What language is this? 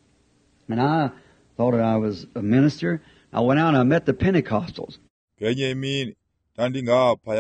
Xhosa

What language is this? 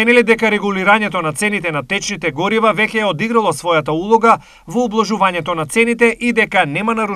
Macedonian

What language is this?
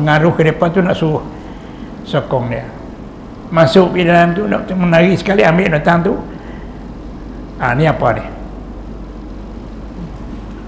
Malay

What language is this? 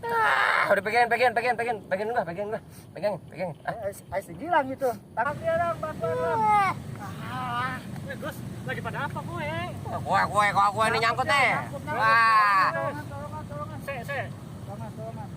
Betawi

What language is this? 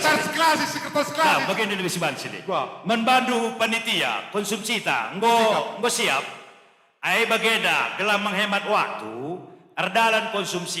Batak Karo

